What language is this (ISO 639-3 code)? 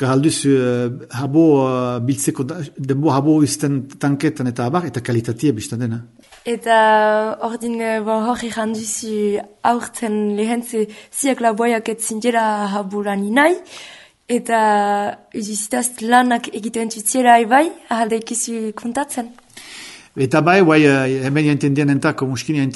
eus